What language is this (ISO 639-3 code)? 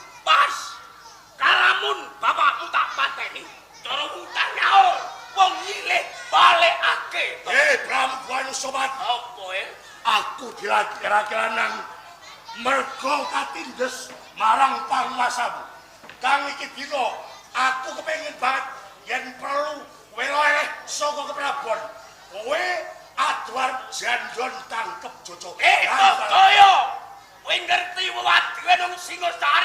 jav